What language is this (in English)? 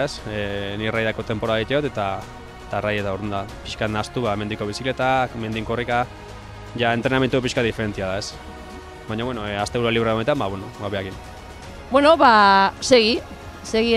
Basque